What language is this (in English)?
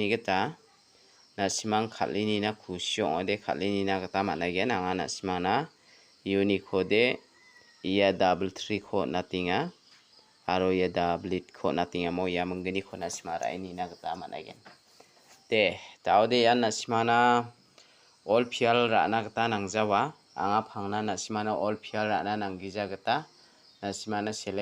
Garo